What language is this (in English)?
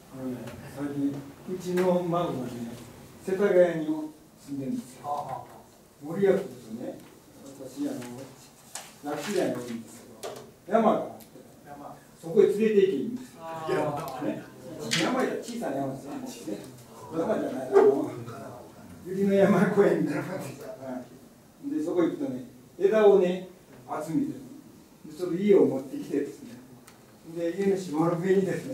Japanese